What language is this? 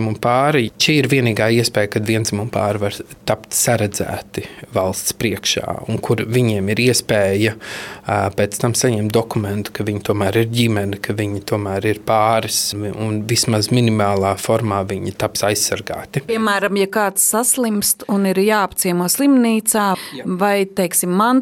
Latvian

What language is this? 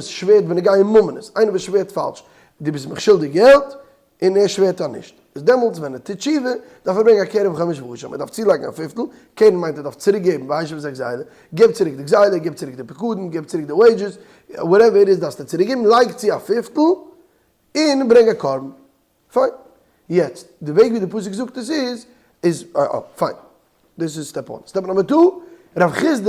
Yiddish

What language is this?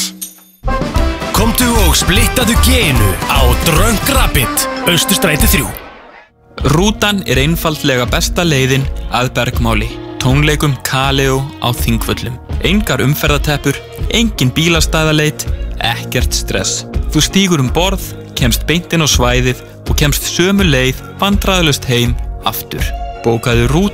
Icelandic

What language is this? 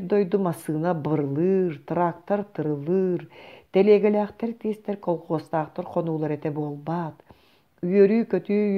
Yakut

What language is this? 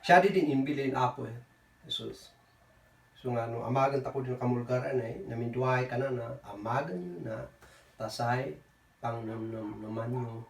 Kankanaey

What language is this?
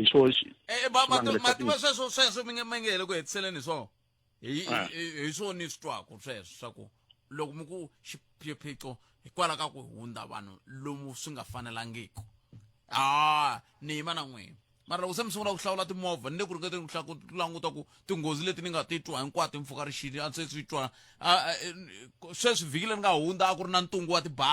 Tsonga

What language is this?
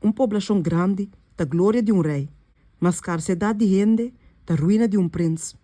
Papiamento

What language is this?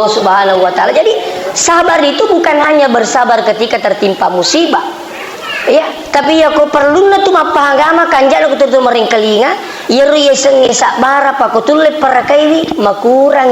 Buginese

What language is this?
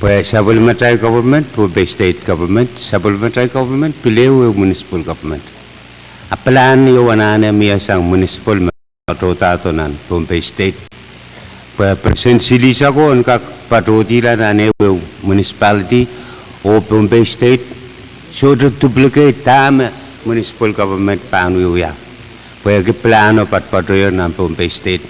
Pohnpeian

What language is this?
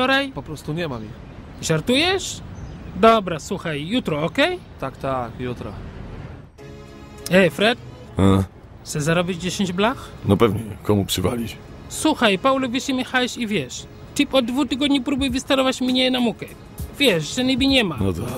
Polish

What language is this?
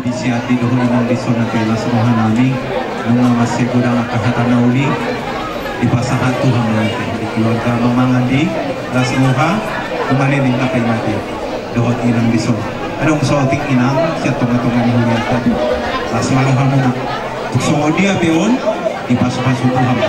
Batak Toba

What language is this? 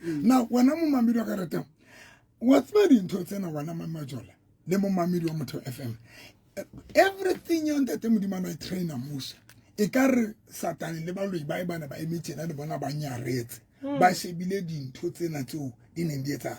Southern Sotho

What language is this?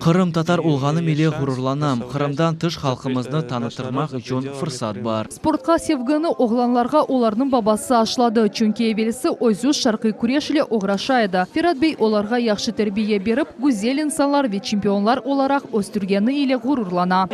Crimean Tatar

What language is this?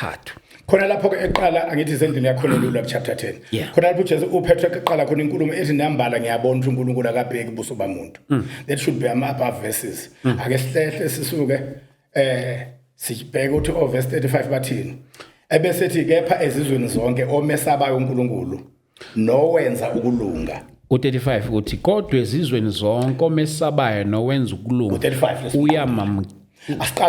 Zulu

